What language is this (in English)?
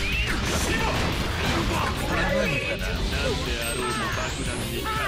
Japanese